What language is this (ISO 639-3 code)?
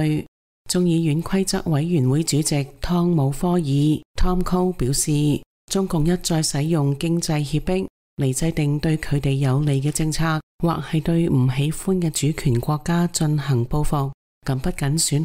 yue